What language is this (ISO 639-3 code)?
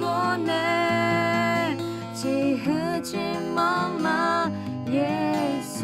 ahk